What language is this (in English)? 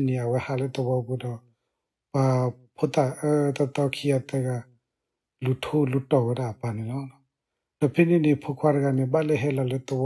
S'gaw Karen